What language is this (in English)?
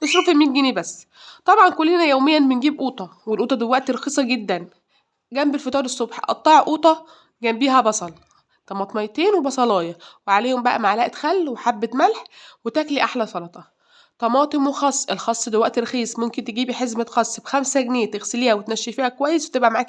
Egyptian Arabic